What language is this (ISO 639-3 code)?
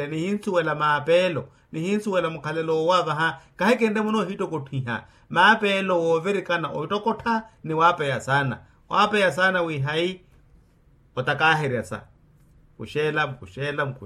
vmw